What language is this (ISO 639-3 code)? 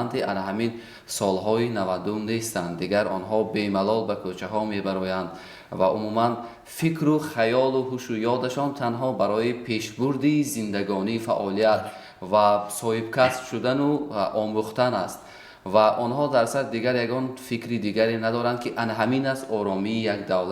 tgk